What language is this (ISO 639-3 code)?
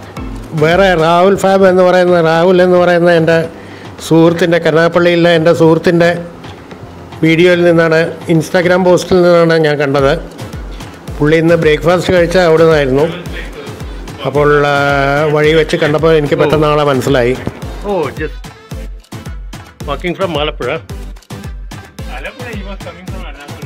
mal